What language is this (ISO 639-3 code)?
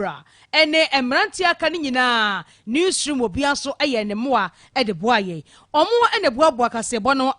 aka